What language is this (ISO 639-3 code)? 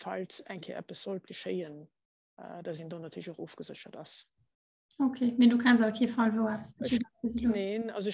ltz